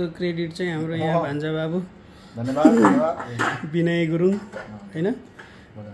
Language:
Nepali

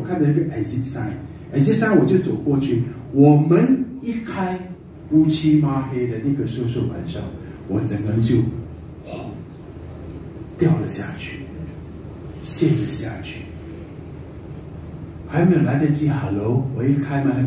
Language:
Chinese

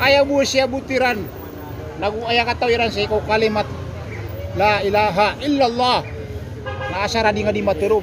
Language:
Maranao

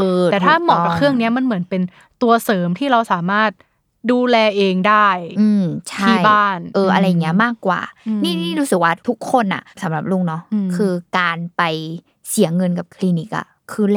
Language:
Thai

